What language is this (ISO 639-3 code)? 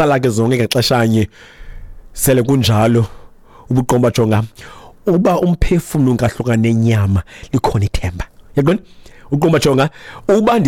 xho